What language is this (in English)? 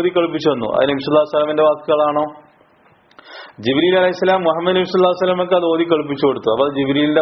Malayalam